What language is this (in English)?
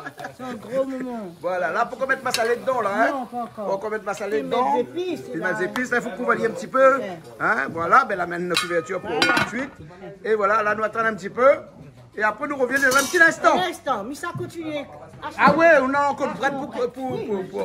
Réunion Creole French